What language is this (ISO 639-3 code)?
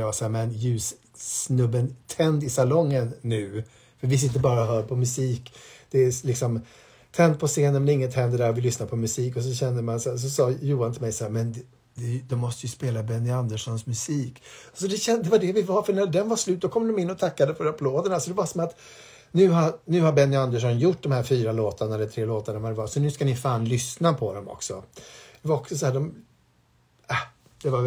swe